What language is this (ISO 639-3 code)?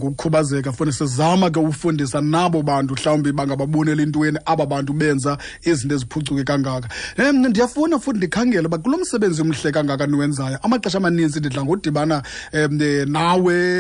xho